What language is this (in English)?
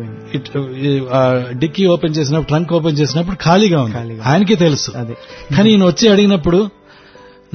Telugu